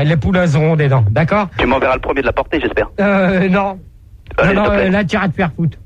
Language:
French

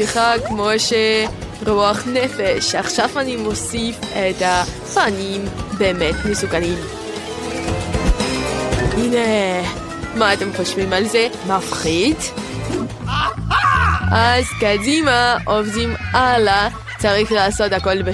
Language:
Hebrew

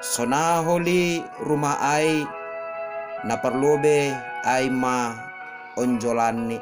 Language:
Batak Simalungun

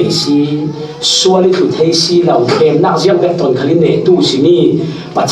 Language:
Falam Chin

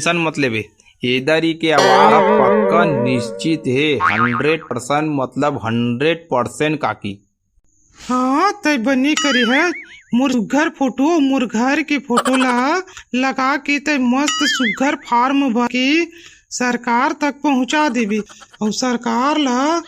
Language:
Chhattisgarhi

